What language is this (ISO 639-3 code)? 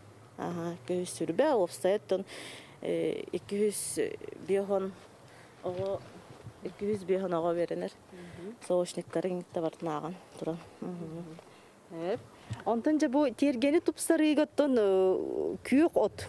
sah